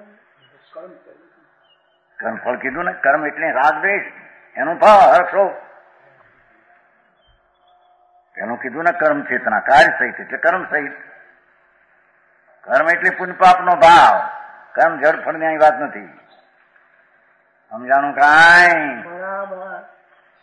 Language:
Gujarati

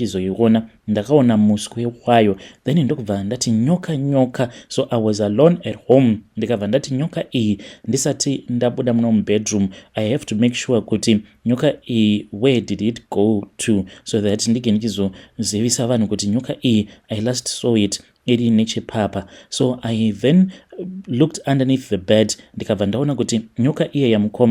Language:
Shona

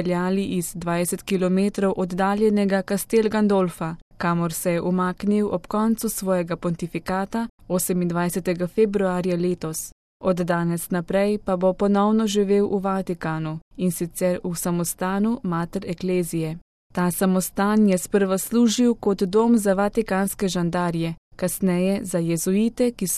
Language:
Slovenian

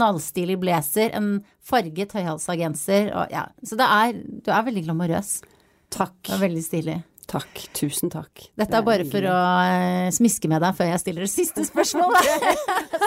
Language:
Norwegian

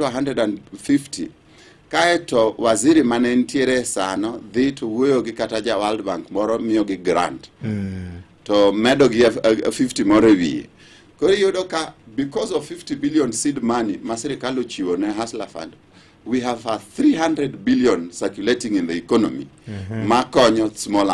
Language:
Luo (Kenya and Tanzania)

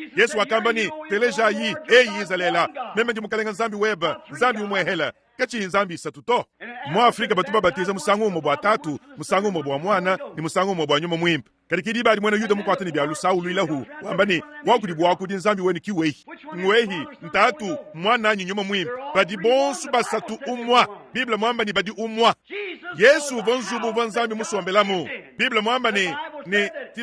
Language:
Luba-Lulua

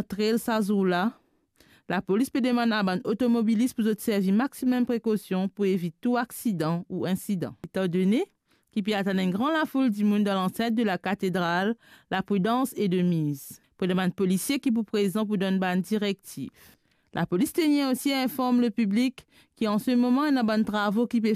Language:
Morisyen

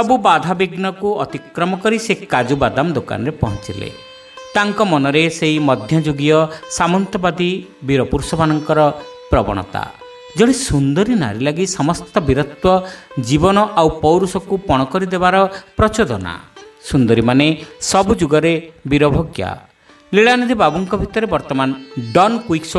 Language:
Odia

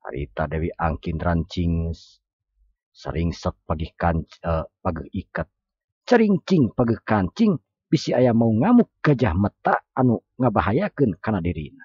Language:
Sundanese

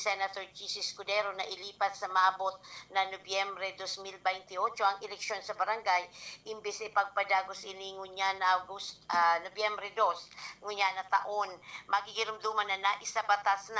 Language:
Bikol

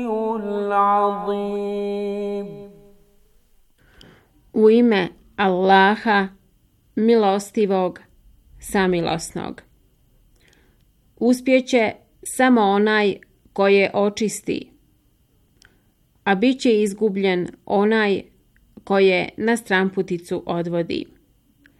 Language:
Bosnian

